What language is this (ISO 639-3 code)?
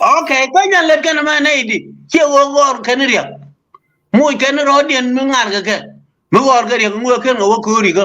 nus